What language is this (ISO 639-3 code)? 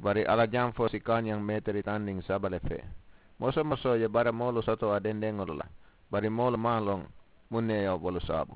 man